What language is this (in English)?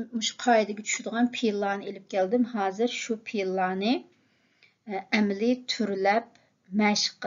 Uyghur